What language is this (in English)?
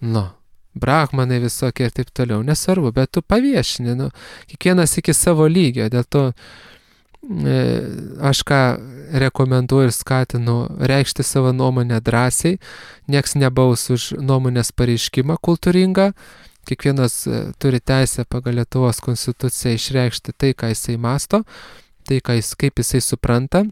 Lithuanian